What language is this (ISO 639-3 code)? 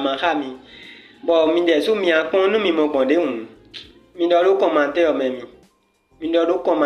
fon